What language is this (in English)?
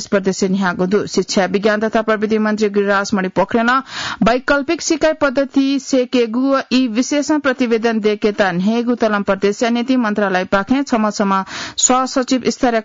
Newari